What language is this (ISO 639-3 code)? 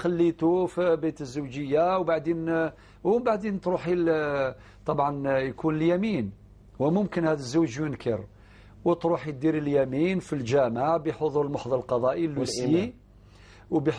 arq